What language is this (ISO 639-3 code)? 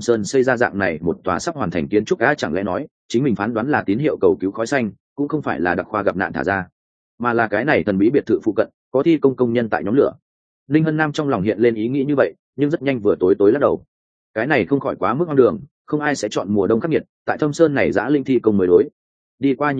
vie